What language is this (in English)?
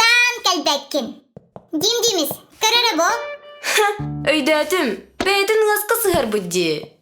Yakut